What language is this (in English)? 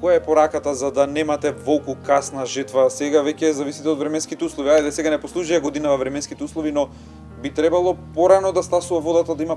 Macedonian